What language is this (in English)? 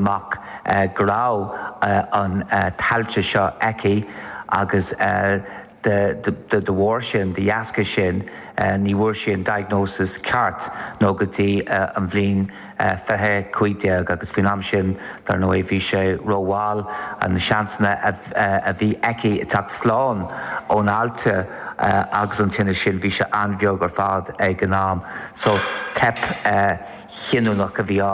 Irish